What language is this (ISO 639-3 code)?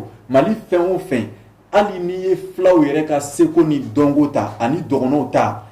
bam